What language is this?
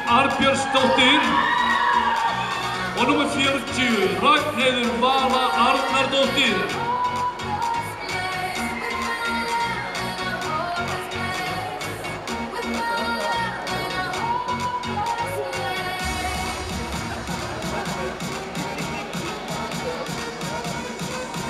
Icelandic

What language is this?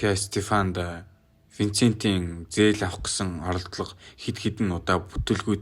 Mongolian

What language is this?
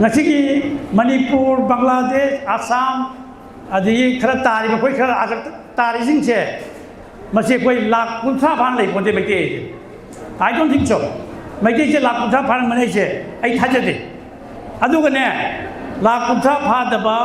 Manipuri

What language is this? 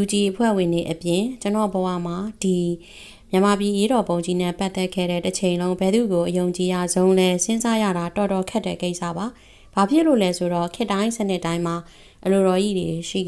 Burmese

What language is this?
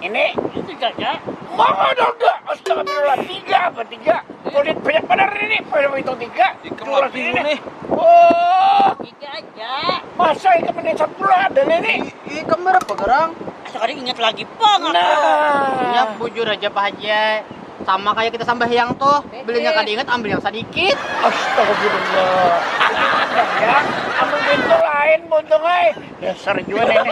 Banjar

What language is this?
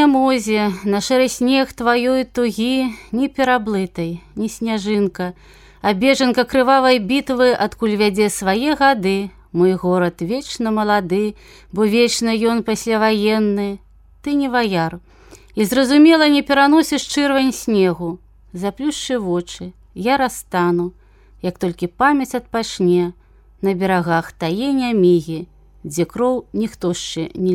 Belarusian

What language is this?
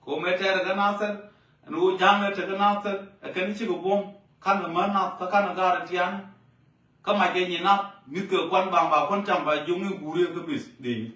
Nuer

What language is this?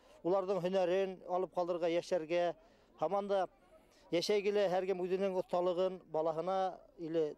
Bashkir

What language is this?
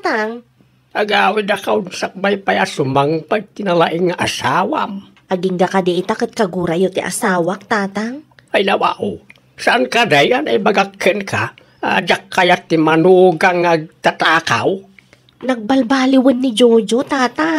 Iloko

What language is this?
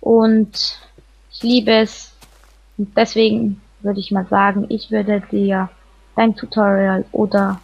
Swiss German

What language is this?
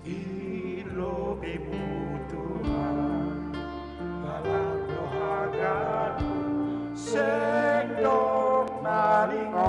Batak Simalungun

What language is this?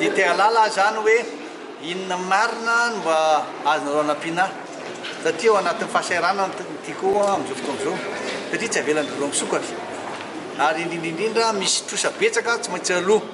Malagasy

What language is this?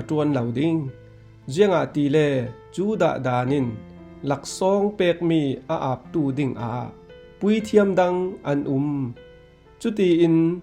Falam Chin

